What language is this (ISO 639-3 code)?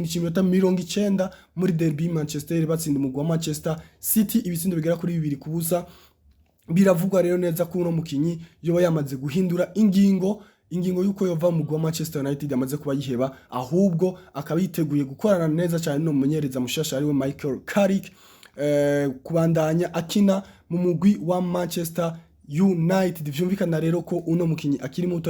run